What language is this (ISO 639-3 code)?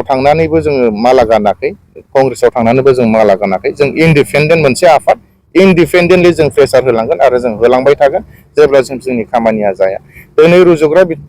brx